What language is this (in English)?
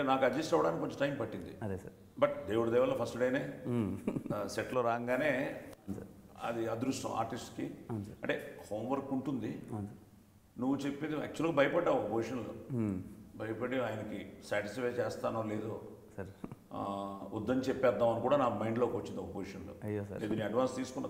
Telugu